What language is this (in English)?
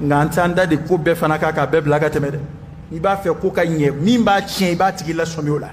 Bambara